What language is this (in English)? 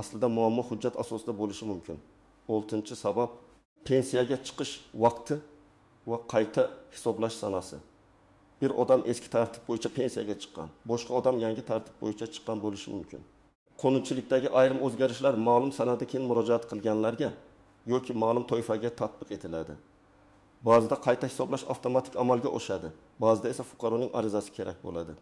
Uzbek